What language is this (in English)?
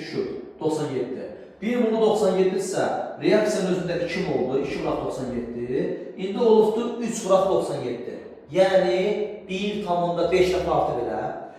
Azerbaijani